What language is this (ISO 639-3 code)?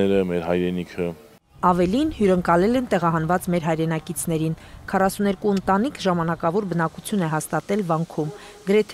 hye